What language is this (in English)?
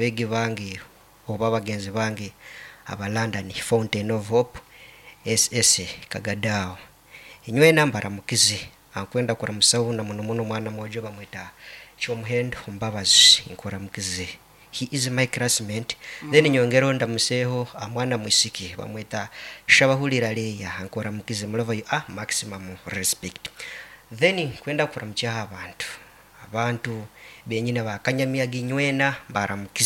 Nyankole